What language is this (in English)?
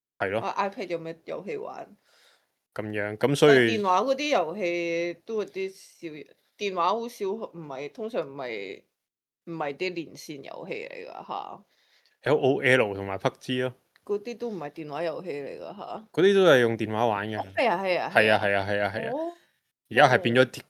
Cantonese